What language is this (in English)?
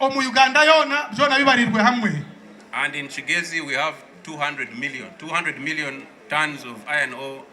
Nyankole